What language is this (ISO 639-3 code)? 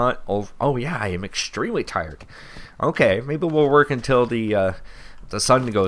eng